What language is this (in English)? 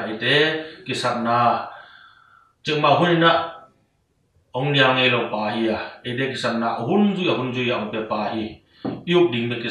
Tedim Chin